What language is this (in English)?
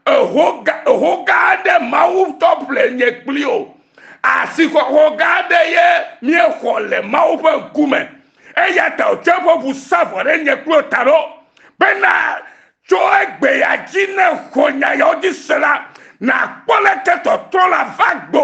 Ewe